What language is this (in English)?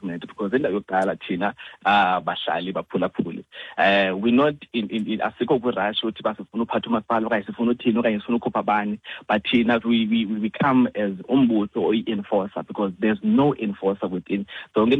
Xhosa